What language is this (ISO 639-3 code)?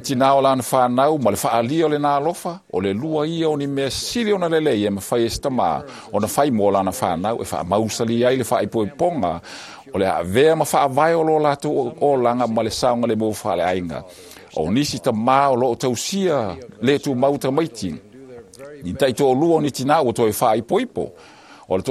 smo